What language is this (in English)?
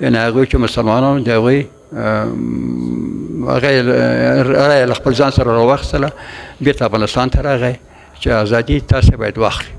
Pashto